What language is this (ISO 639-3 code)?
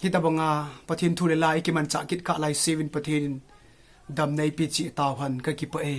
tcz